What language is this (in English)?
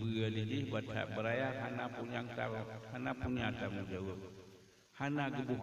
Achinese